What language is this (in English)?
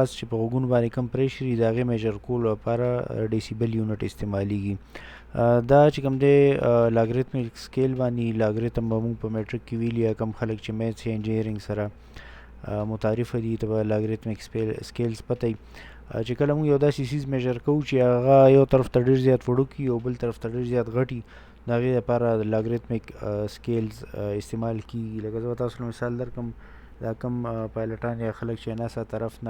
Pashto